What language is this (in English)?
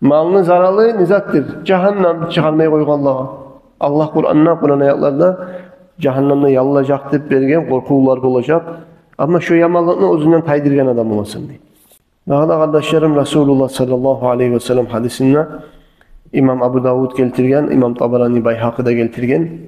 Kumyk